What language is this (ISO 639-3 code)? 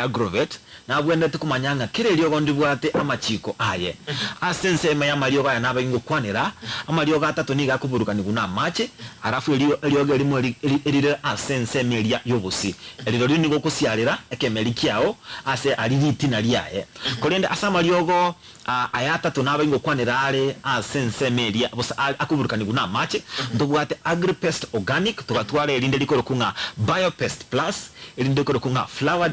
guz